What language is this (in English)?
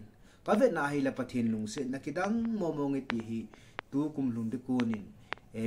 Thado Chin